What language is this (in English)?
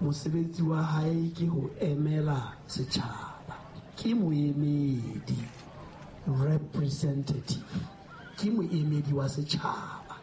Southern Sotho